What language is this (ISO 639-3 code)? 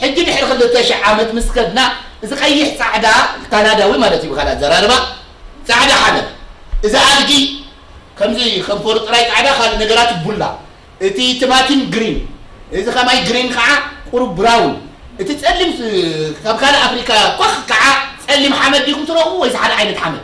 tir